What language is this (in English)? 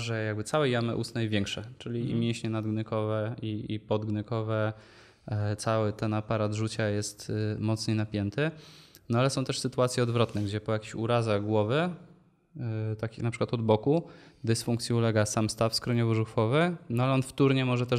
Polish